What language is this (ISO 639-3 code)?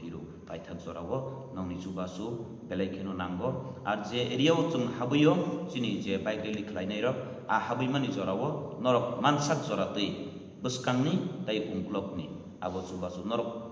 trp